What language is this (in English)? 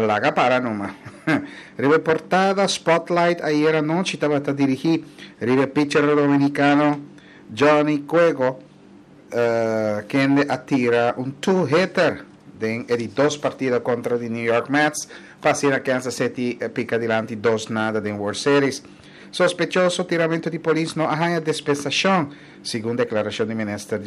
Papiamento